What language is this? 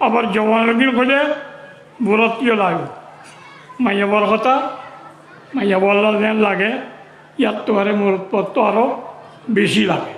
Rohingya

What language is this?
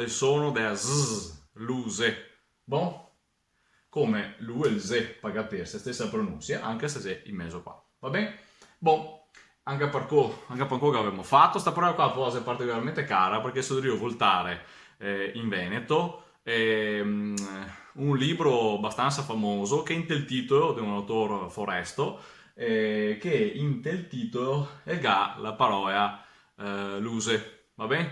Venetian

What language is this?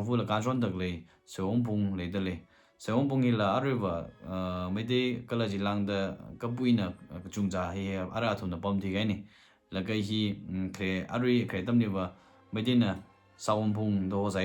Tangkhul Naga (India)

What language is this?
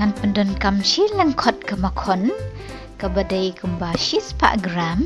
Khasi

